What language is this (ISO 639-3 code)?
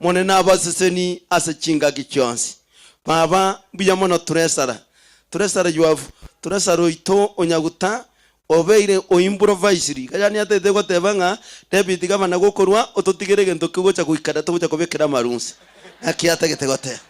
guz